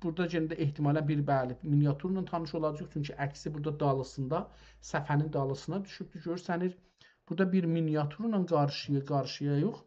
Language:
South Azerbaijani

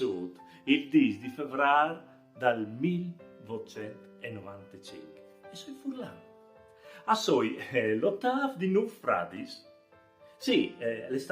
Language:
Friulian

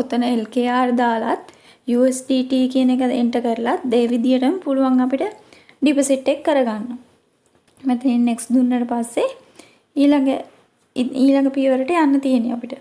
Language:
Sinhala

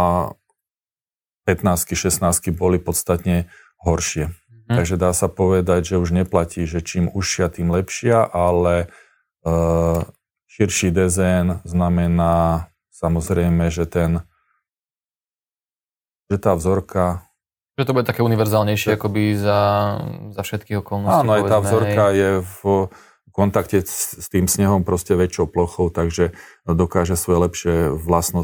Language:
Slovak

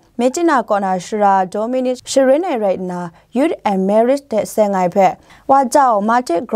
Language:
Kachin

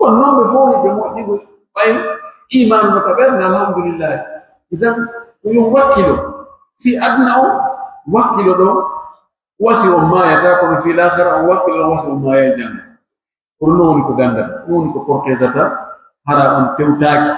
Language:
Pular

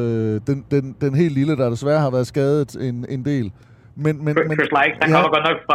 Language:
Danish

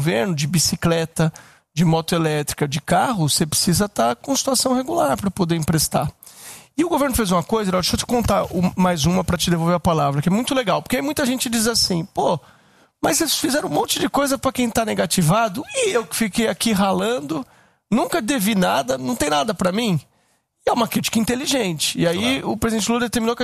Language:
Portuguese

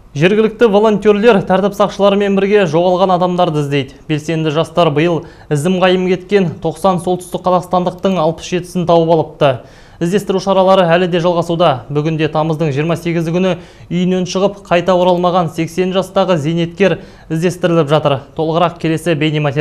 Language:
Kazakh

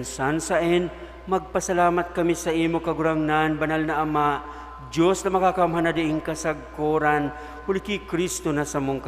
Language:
Bikol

